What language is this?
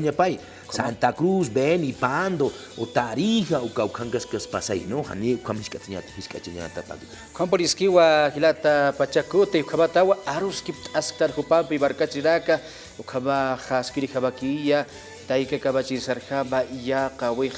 Aymara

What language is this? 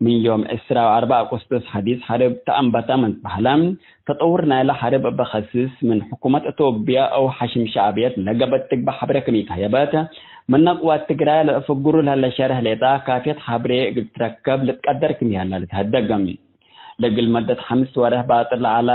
Tigre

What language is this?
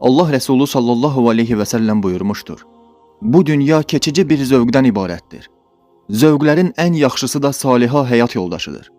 Azerbaijani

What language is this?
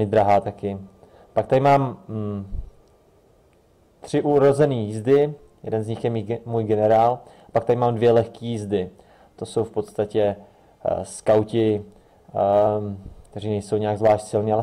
Czech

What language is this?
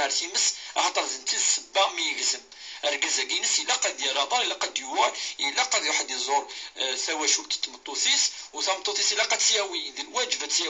Kabyle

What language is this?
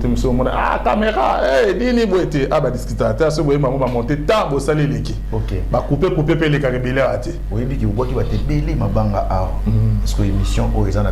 Lingala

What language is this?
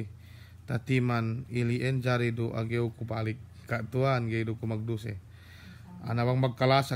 Yakan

